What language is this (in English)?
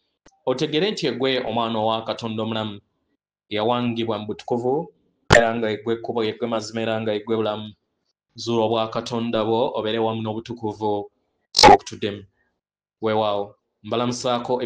Ganda